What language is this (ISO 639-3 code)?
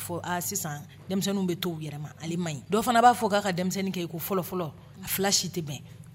dyu